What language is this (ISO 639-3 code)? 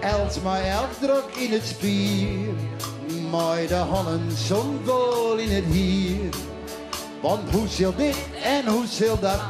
fry